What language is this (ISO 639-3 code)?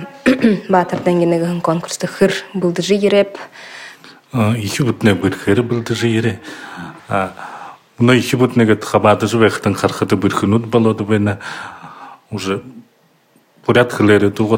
bua